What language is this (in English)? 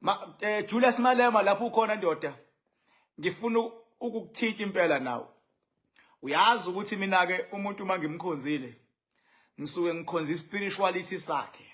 Zulu